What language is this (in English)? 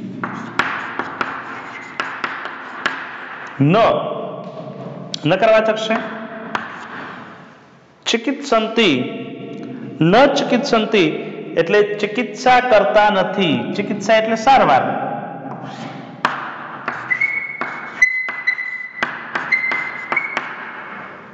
Gujarati